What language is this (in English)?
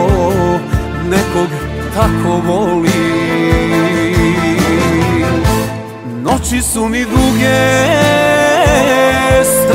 Croatian